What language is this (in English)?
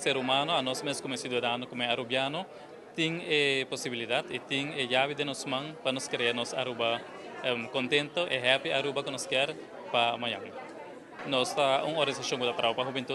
Papiamento